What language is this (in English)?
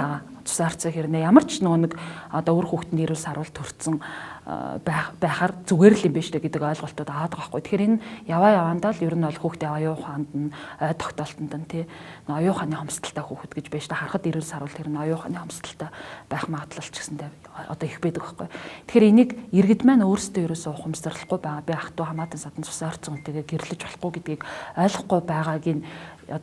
Mongolian